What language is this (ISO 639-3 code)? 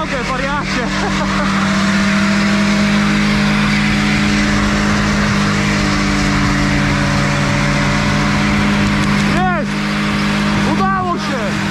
pol